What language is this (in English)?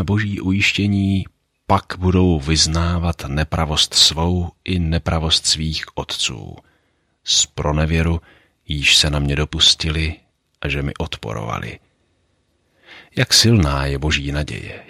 Czech